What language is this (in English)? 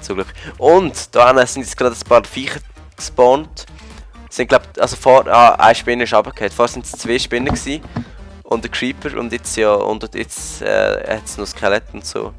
Swiss German